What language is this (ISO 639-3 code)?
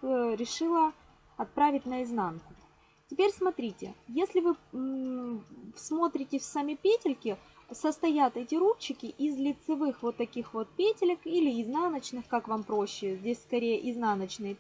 rus